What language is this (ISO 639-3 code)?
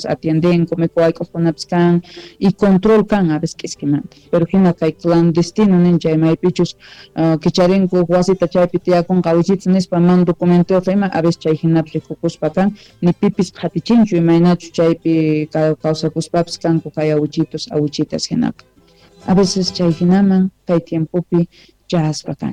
quh